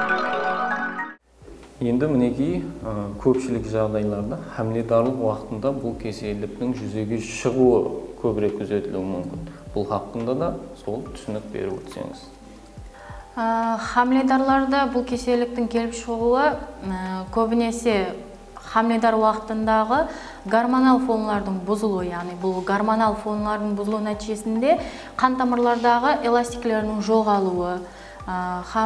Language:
Kara-Kalpak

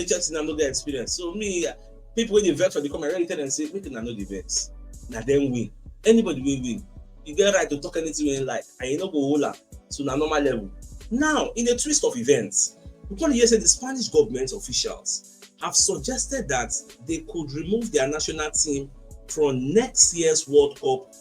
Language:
Nigerian Pidgin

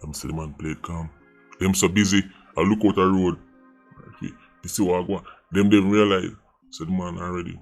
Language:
Jamaican Creole English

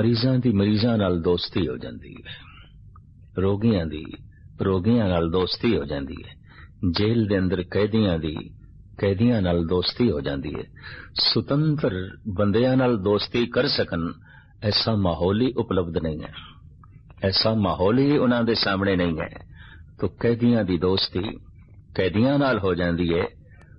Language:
Punjabi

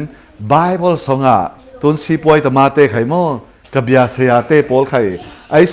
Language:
Falam Chin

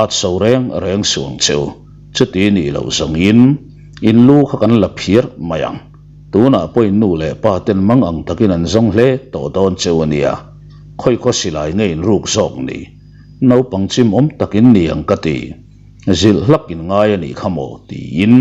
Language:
Mizo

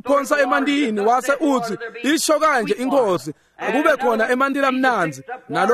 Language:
Swati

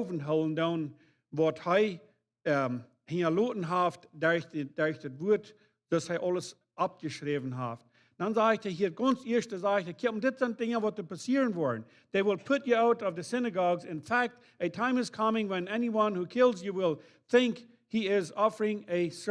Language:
Plautdietsch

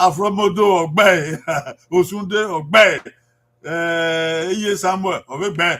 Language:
Bini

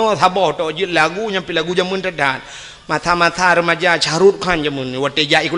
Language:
Achinese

